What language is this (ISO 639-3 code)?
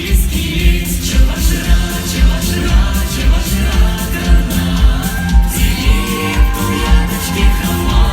chv